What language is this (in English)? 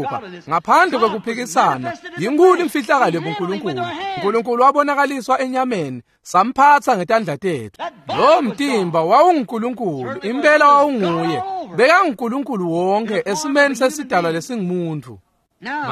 Swati